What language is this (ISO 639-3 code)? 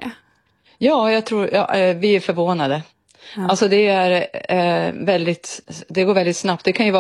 swe